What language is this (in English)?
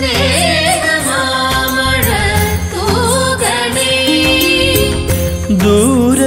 Malayalam